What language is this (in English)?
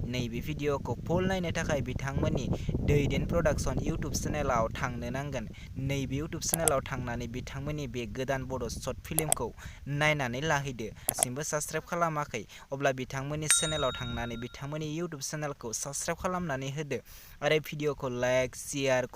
Bodo